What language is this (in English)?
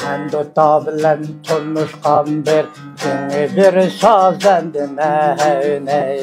Uyghur